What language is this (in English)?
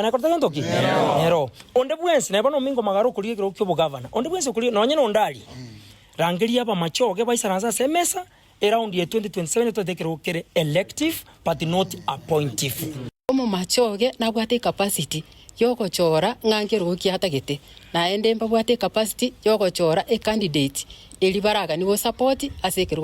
Gusii